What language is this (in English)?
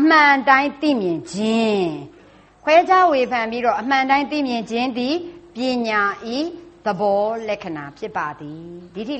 Burmese